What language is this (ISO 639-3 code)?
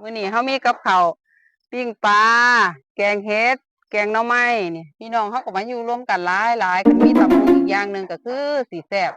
tts